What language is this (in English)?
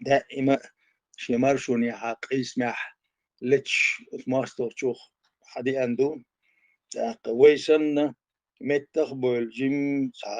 Chechen